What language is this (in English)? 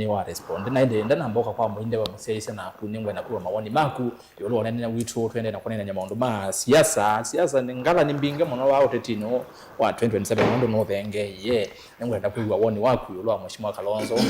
Kamba